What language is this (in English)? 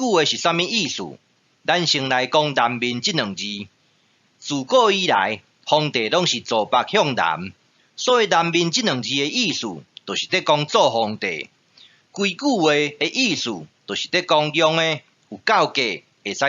Min Nan Chinese